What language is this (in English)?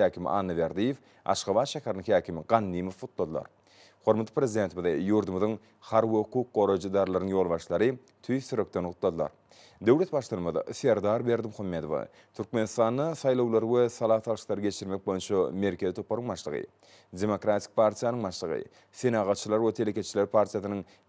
Turkmen